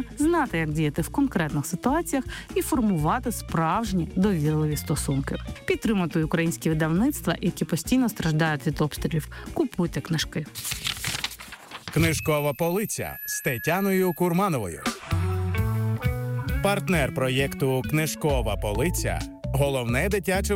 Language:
Ukrainian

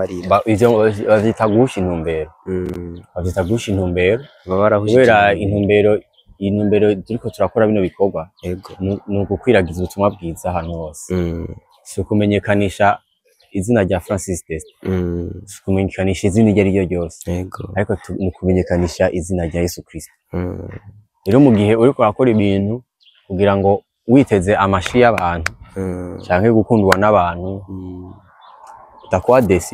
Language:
Rundi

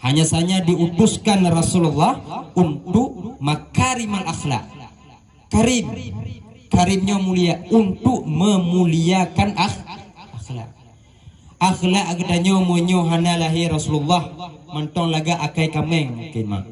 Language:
Achinese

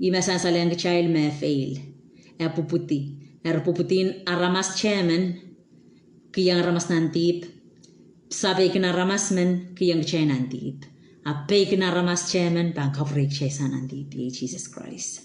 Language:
Pohnpeian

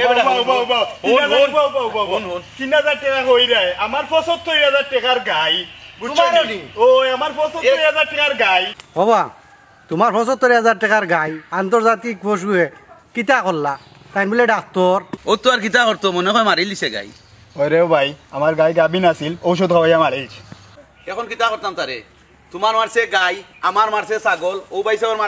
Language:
Sylheti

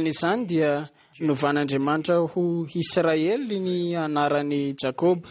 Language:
Malagasy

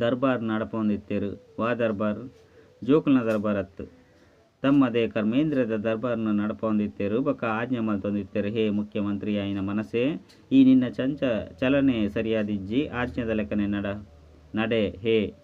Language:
Tulu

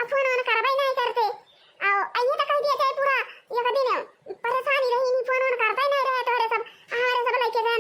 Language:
Awadhi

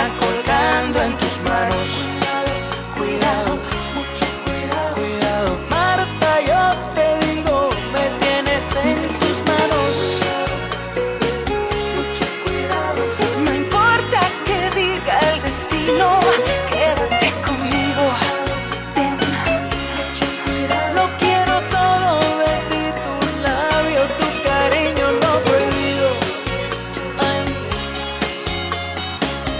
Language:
Spanish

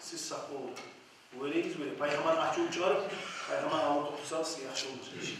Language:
Kumyk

